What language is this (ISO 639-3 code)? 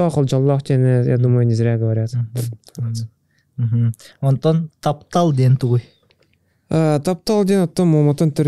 sah